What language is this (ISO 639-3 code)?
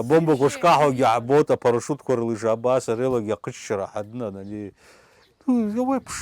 abk